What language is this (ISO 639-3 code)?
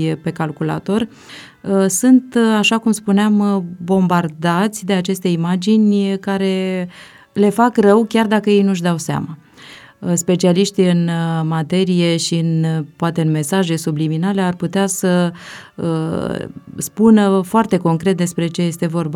ron